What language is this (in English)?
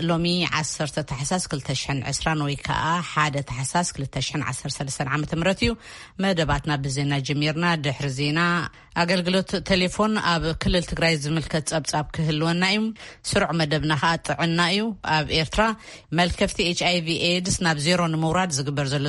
Tigrinya